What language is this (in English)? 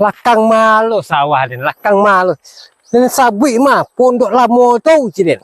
Minangkabau